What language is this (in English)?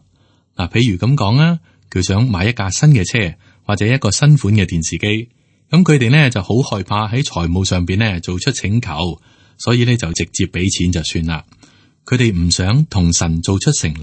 Cantonese